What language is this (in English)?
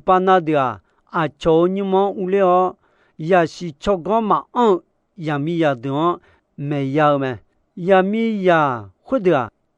Akha